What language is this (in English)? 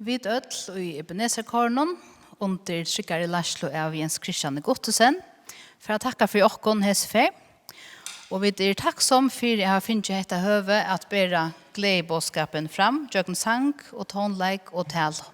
Faroese